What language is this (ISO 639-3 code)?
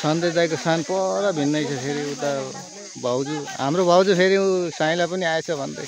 nep